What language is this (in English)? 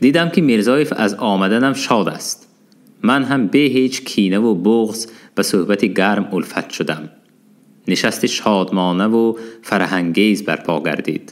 Tajik